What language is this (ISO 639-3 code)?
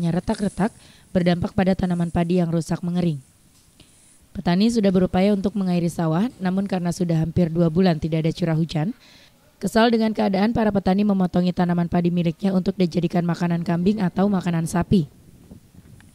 ind